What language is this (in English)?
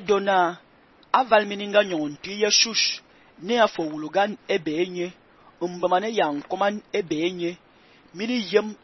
Fang